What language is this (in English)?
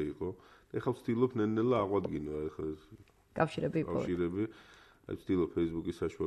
Georgian